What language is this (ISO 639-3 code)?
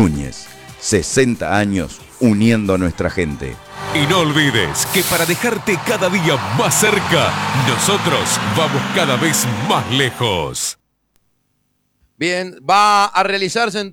spa